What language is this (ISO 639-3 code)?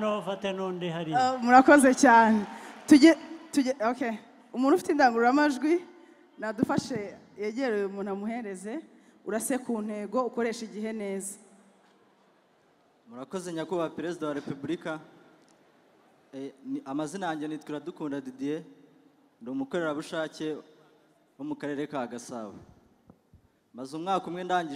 kin